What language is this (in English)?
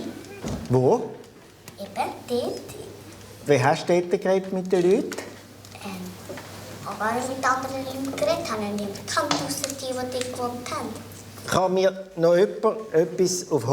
Swiss German